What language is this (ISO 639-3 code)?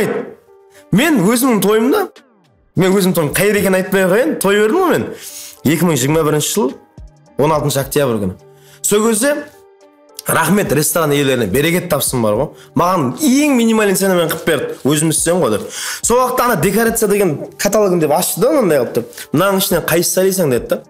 kaa